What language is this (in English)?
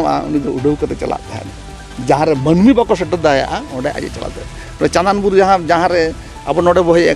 Santali